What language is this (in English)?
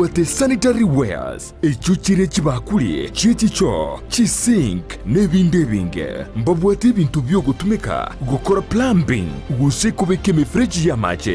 Gusii